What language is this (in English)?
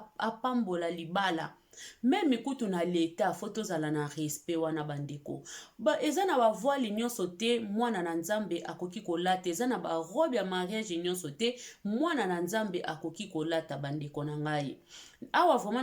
Lingala